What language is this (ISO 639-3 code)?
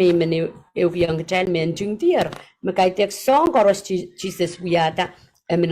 pon